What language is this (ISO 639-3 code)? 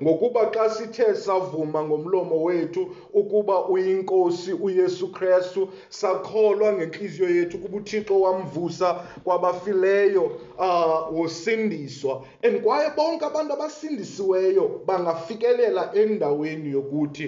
xho